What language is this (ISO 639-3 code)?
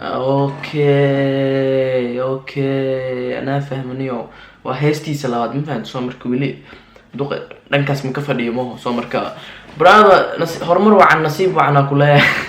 som